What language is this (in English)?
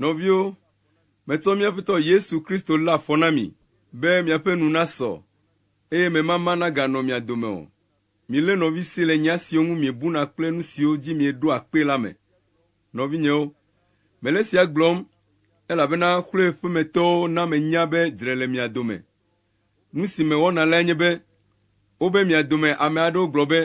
Ewe